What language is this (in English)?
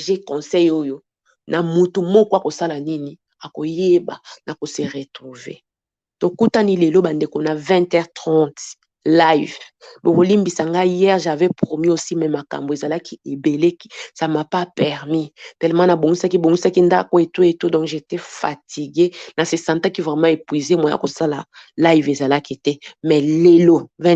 Lingala